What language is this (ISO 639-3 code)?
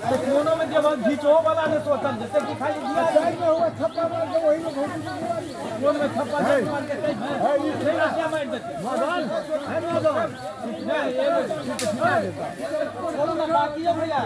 mai